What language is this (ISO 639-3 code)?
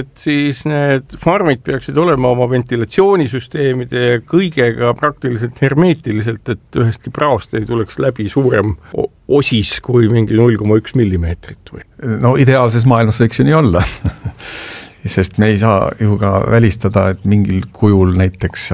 est